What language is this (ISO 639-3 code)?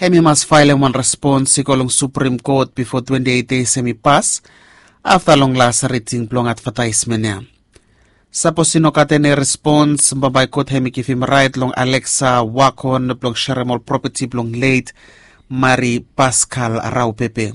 bis